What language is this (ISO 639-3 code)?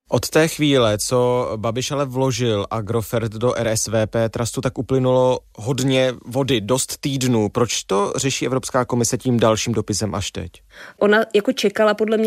ces